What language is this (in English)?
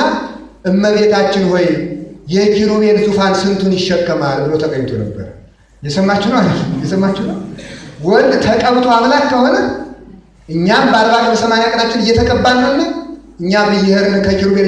Amharic